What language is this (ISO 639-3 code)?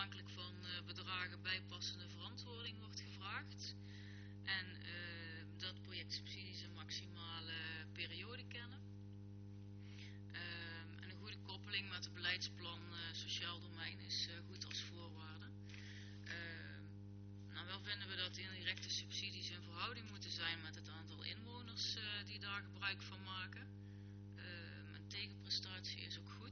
nld